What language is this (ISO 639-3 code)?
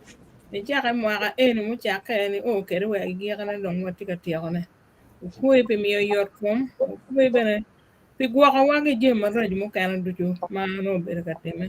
ach